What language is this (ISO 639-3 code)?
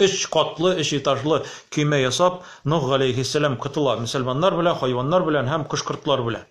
tat